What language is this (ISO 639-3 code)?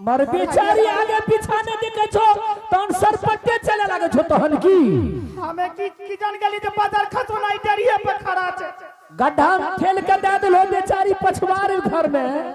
anp